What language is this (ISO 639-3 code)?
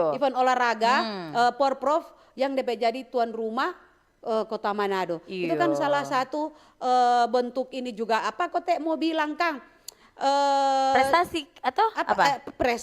xmm